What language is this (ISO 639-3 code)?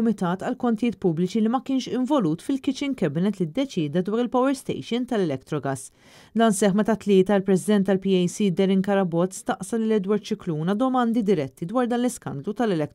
mlt